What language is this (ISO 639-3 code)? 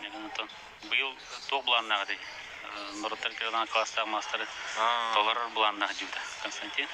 sah